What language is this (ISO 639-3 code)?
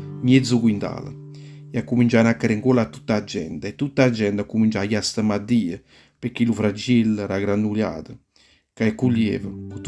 nap